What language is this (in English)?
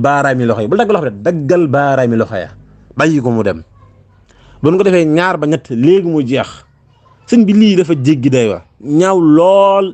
Wolof